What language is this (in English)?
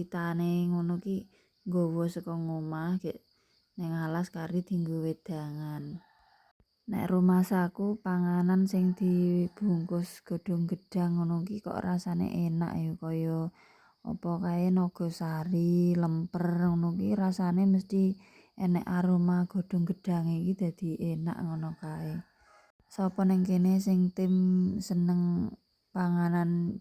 Javanese